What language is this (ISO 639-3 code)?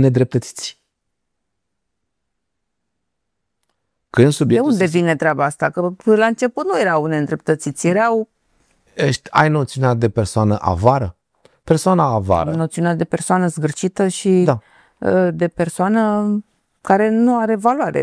ron